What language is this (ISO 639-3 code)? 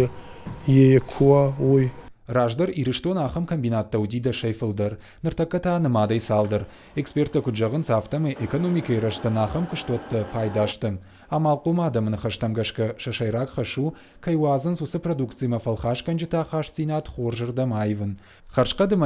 oss